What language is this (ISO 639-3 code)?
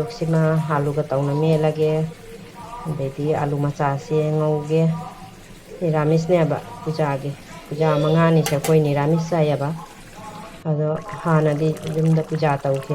mni